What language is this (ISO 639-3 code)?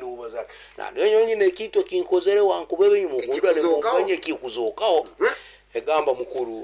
nyn